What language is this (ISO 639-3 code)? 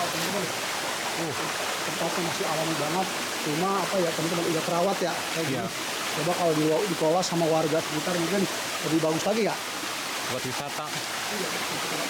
bew